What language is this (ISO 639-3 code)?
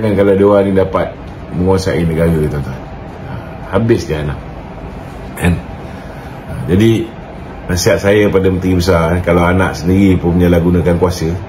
msa